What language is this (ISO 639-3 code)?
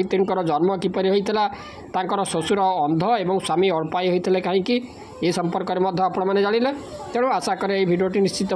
ori